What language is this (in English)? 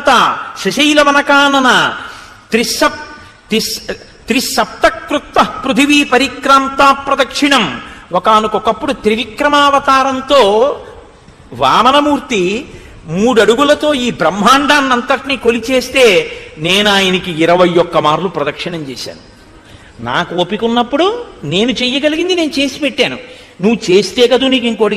Telugu